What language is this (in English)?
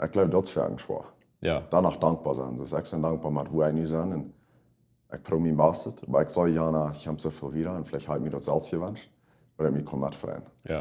Plautdietsch